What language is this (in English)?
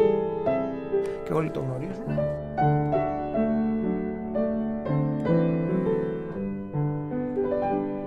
Greek